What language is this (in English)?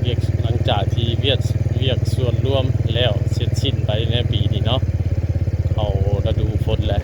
Northeastern Thai